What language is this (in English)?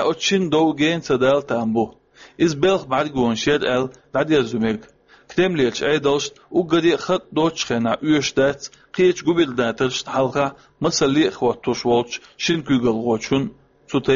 Chechen